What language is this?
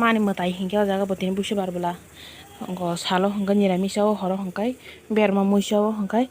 Kok Borok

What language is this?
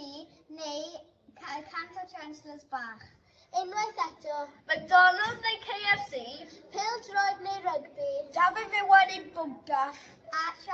Welsh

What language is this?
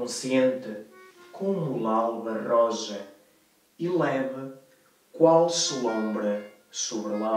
Mirandese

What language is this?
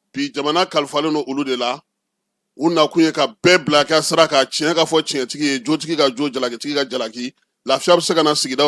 Bambara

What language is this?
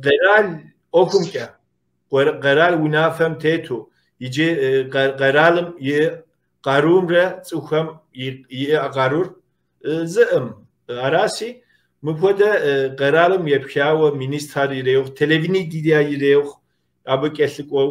Kabardian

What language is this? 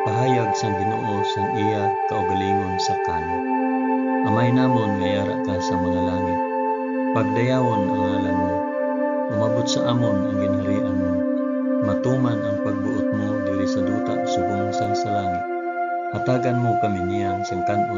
Hiligaynon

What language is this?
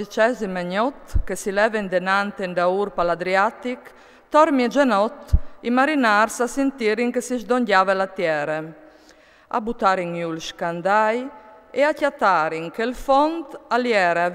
Friulian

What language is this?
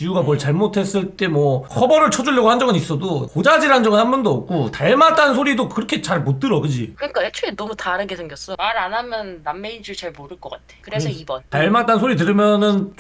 Korean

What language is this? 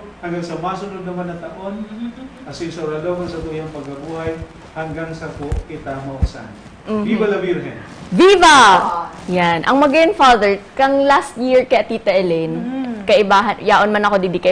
Bikol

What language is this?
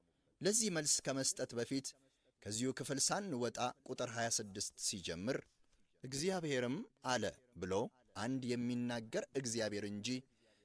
Amharic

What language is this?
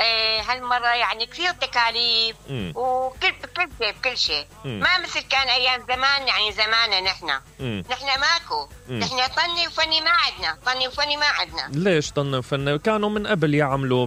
Mesopotamian Arabic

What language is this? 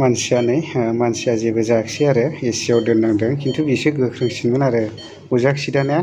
Bodo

